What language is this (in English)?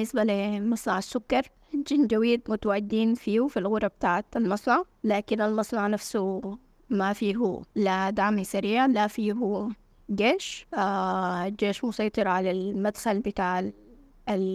Sudanese Arabic